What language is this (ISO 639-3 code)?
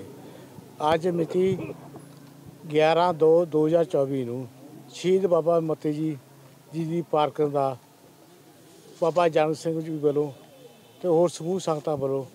pan